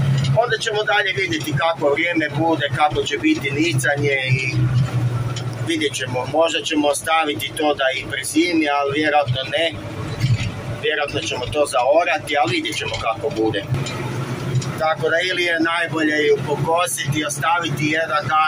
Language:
Croatian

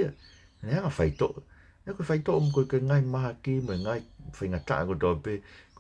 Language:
Tongan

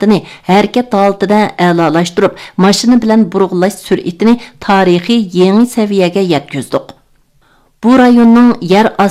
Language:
Uyghur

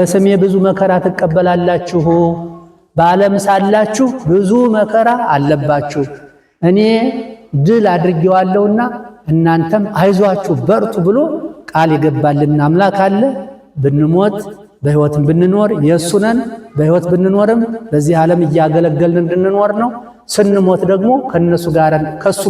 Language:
Amharic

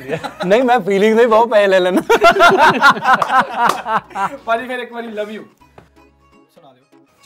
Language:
Punjabi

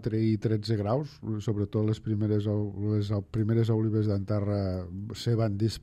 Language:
Catalan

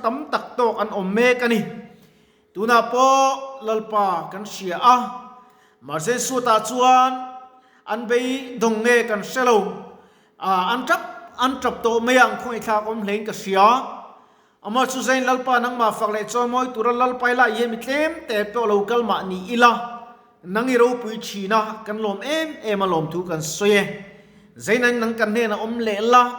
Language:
Mizo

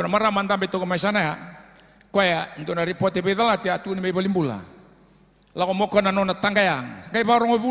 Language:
Fijian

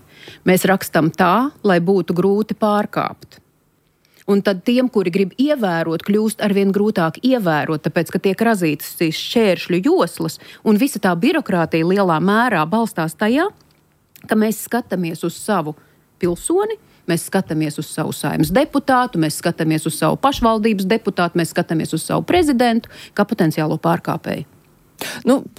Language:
Latvian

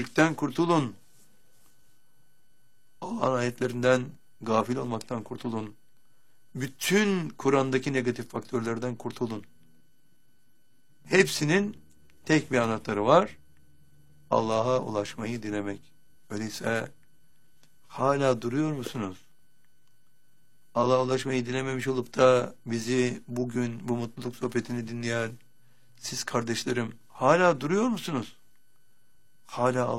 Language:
Turkish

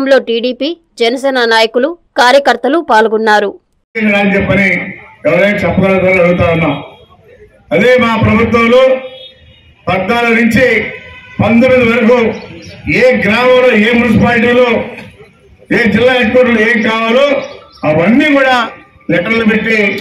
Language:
Telugu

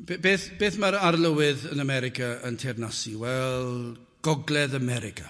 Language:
Welsh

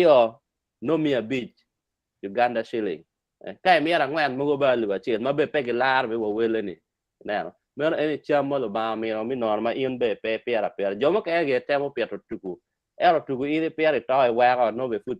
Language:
Acoli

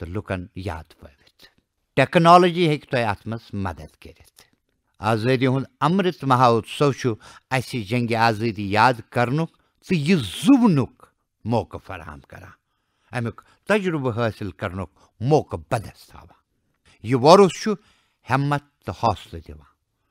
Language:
Kashmiri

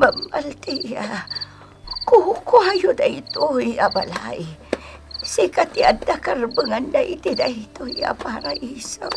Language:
Iloko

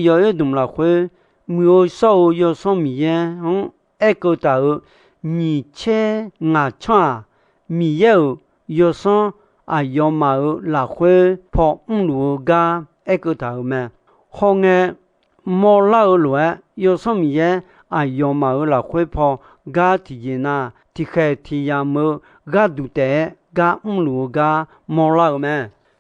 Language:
Akha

